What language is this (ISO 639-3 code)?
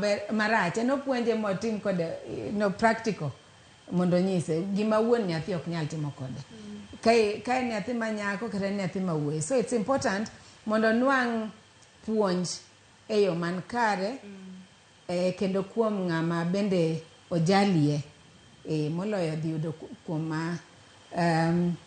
luo